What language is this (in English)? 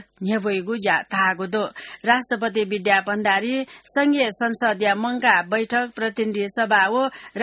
Newari